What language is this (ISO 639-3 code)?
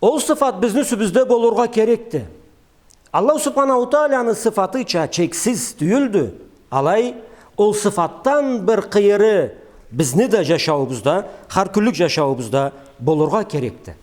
krc